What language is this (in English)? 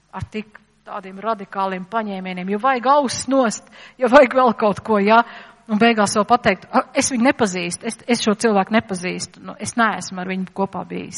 Latvian